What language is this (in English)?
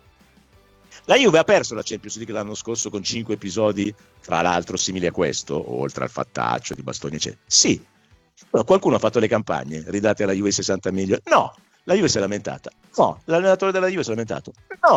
Italian